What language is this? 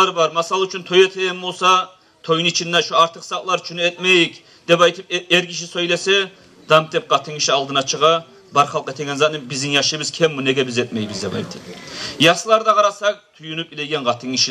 Kumyk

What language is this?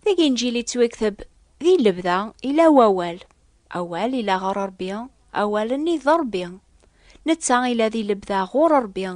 Kabyle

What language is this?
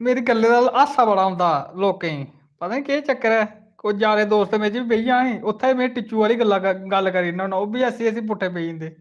Dogri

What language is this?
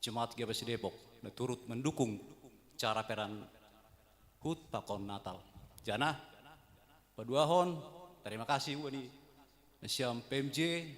Batak Simalungun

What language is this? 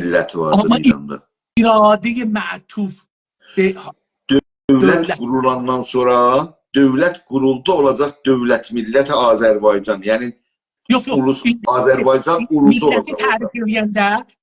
South Azerbaijani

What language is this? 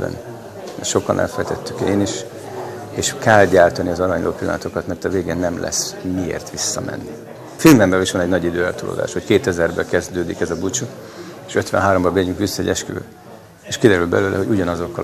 Hungarian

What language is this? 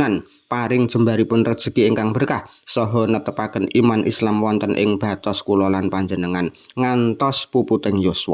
Javanese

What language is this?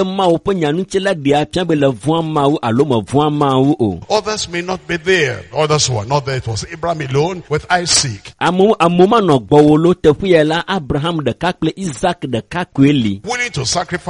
Ewe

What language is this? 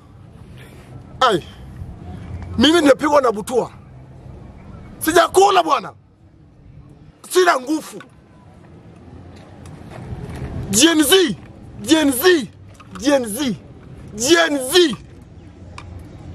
Swahili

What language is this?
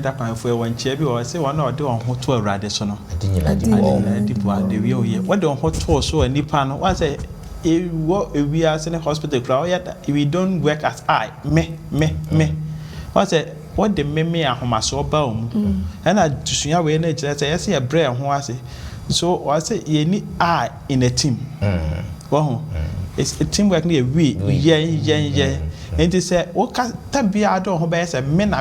Akan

